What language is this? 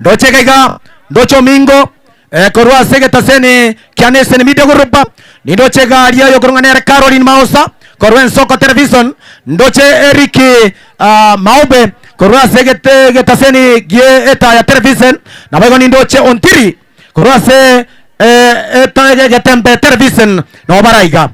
Gusii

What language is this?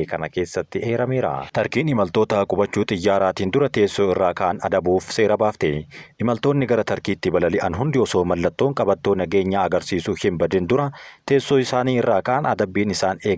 Oromo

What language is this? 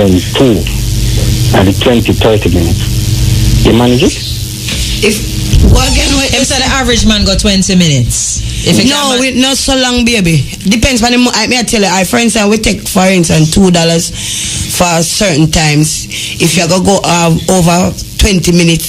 Jamaican Creole English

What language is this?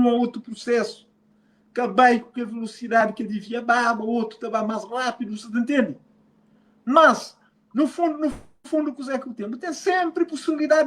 Kabuverdianu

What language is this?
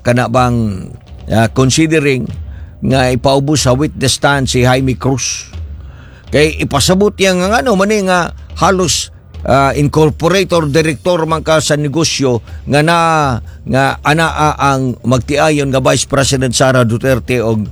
Cebuano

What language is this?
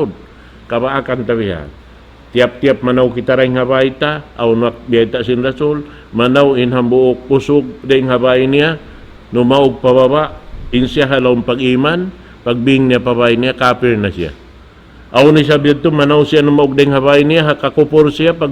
Tausug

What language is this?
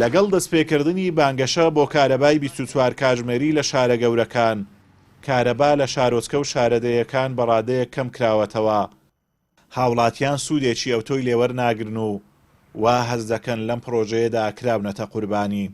Central Kurdish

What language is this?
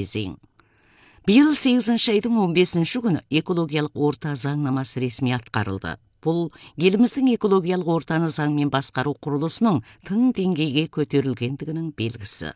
Kazakh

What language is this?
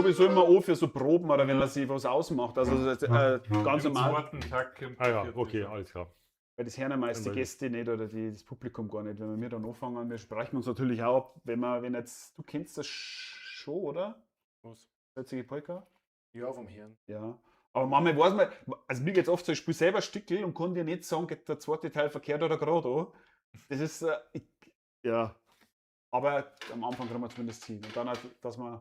Bavarian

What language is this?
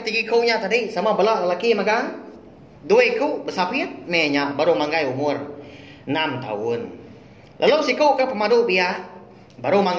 Iban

